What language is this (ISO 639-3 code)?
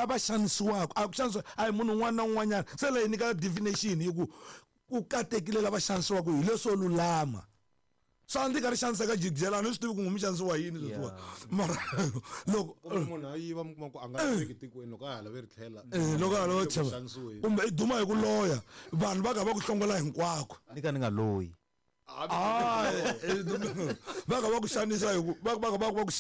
tso